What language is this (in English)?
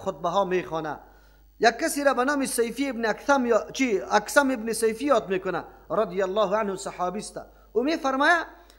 Persian